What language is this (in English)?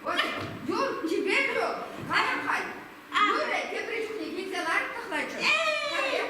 Chuvash